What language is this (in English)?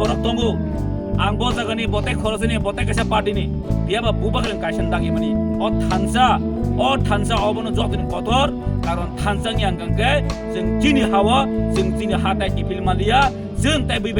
Kok Borok